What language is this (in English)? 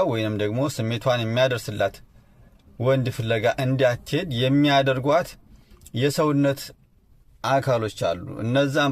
Amharic